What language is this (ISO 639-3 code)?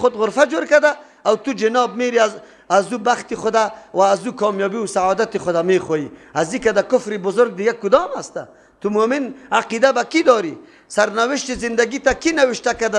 fas